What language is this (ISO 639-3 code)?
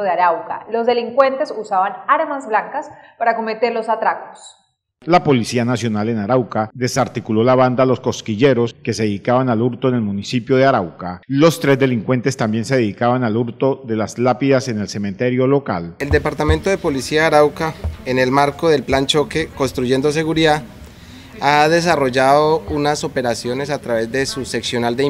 spa